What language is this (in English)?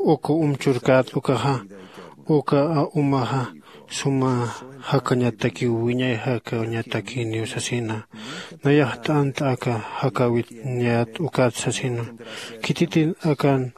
Aymara